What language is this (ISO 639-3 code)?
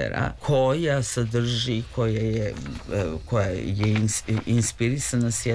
srp